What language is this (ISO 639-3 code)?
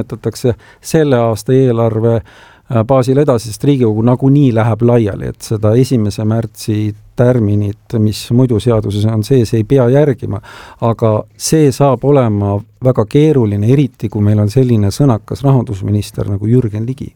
est